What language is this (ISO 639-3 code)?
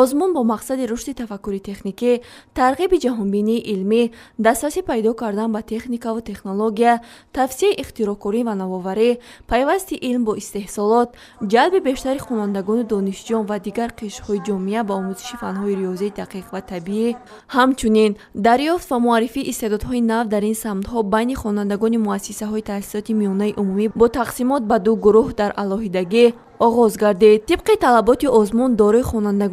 tgk